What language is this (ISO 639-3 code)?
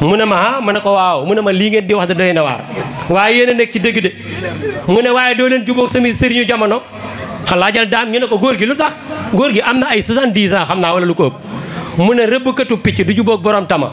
wol